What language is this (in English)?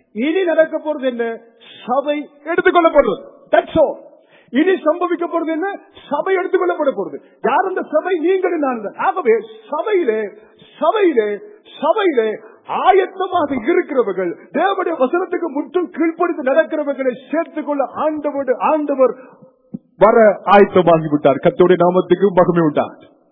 Tamil